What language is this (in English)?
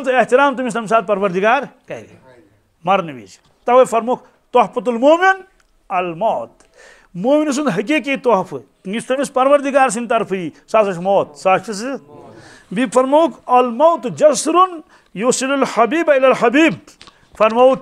Kashmiri